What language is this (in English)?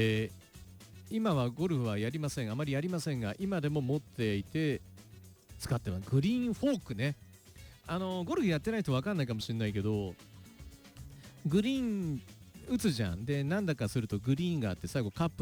Japanese